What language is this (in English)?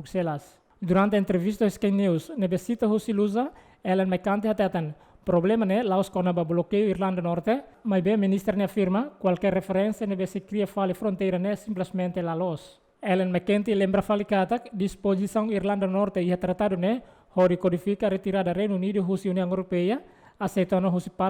Tetum